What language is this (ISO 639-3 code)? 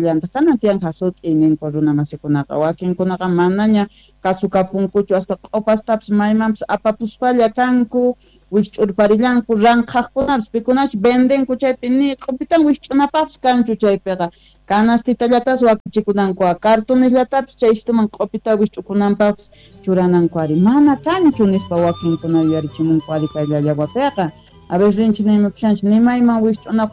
que